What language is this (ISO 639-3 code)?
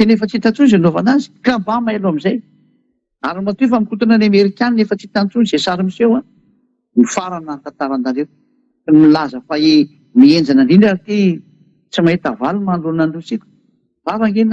mlg